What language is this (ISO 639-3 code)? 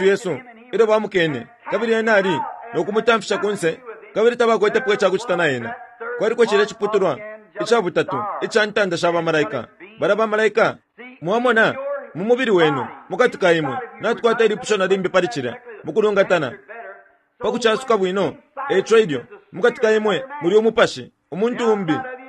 bem